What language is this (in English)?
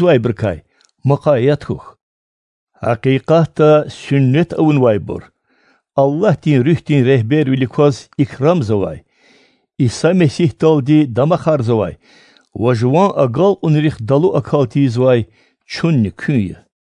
Lezghian